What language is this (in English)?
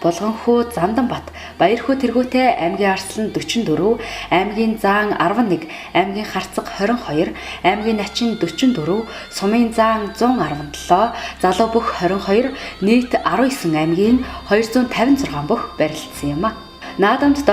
Mongolian